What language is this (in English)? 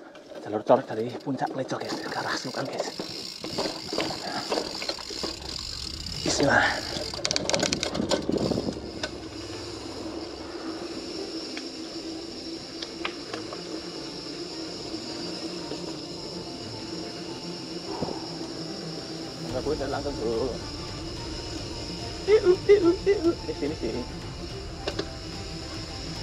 Indonesian